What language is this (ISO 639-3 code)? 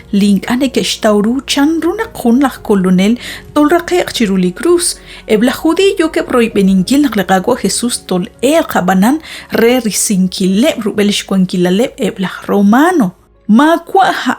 kek